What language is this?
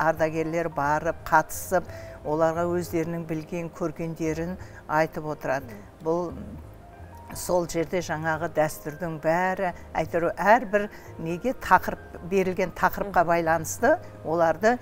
Kazakh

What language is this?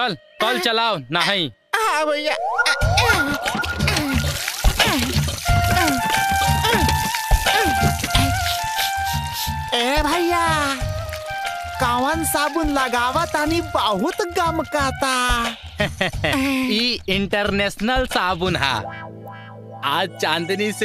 Bhojpuri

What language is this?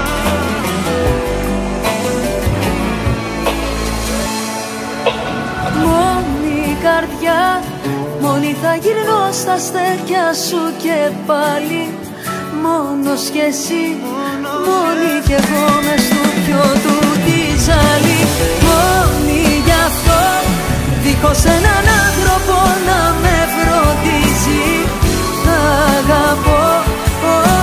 Greek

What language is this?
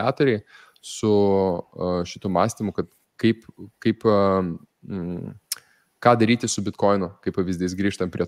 Lithuanian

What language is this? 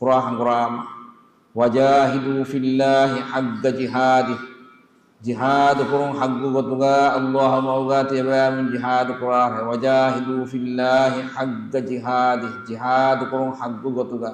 Divehi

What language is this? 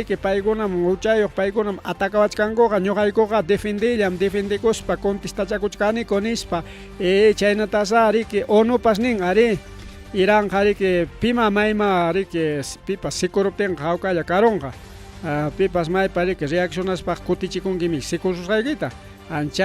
Ayacucho Quechua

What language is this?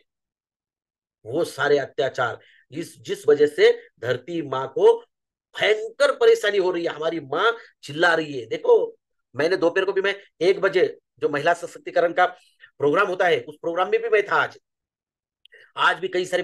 Hindi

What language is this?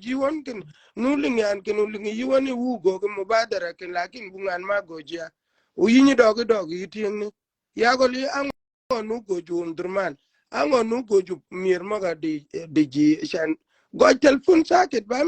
Shilluk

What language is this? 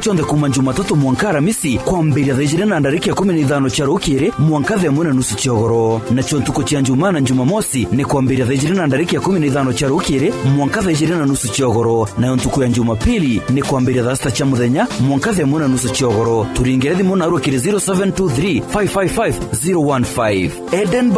Meru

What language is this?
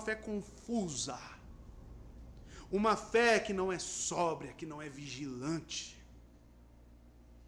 Portuguese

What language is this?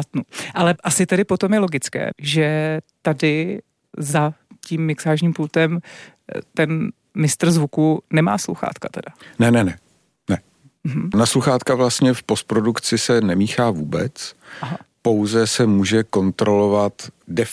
Czech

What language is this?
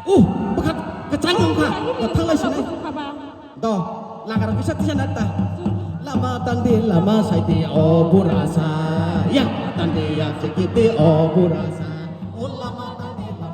Kok Borok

